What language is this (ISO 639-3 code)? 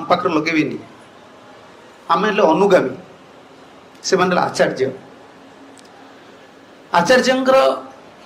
ori